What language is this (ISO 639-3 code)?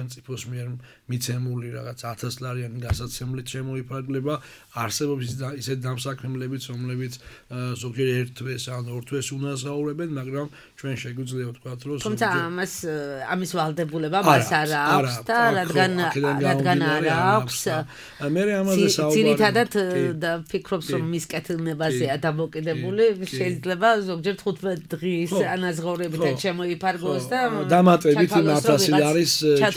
kat